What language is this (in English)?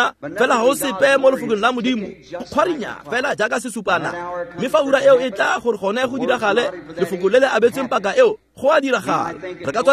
Tswana